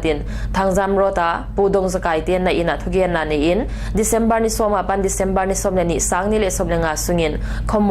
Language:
Paite Chin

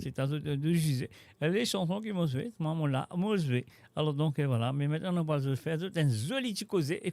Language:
Morisyen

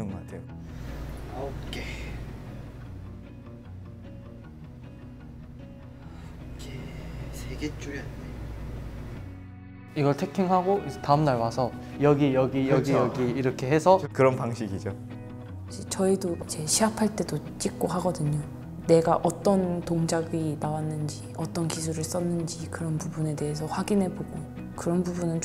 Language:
Korean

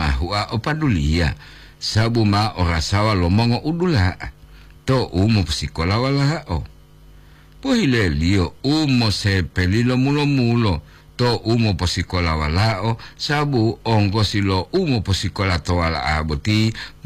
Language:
Gorontalo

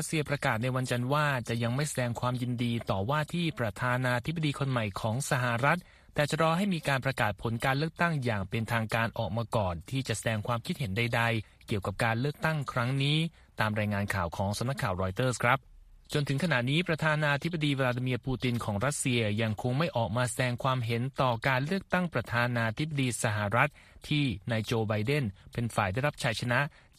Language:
Thai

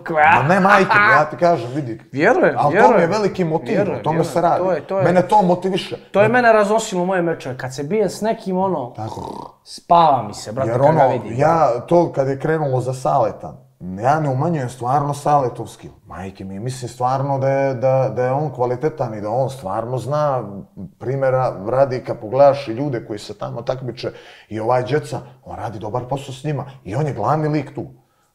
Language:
Bosnian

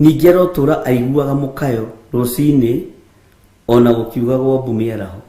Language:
Kikuyu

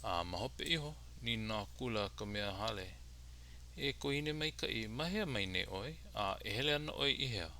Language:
Hawaiian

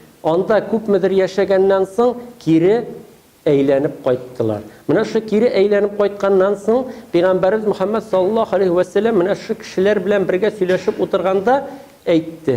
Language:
Tatar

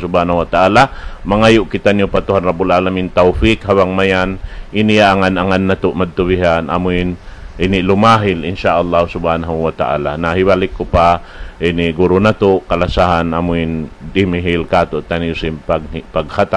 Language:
Tausug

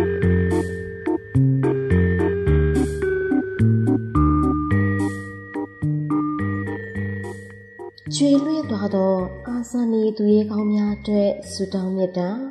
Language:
Burmese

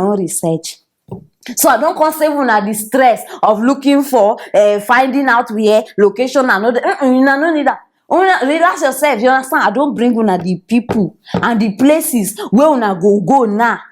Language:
Nigerian Pidgin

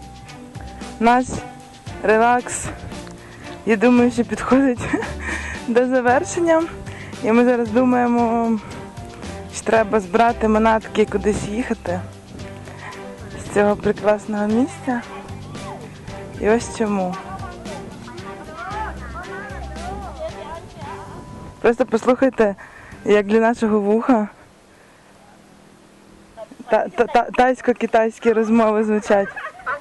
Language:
Ukrainian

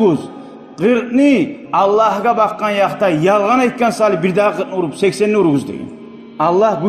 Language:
Kumyk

